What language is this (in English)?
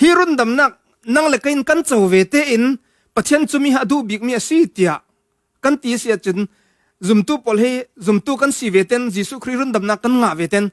Falam Chin